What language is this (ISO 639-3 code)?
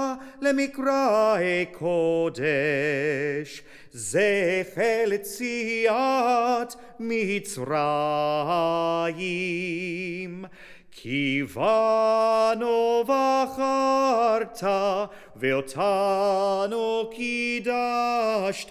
heb